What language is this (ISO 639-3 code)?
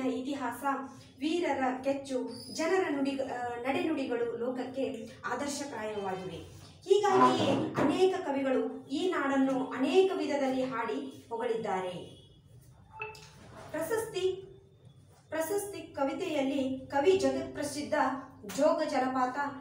kan